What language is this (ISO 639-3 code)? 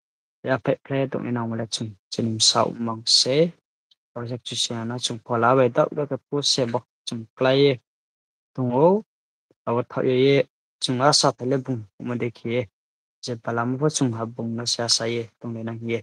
ria